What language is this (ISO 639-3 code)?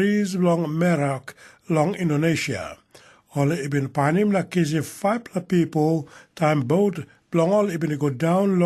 tpi